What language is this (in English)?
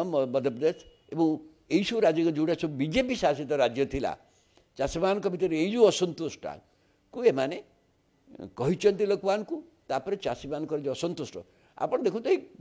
Odia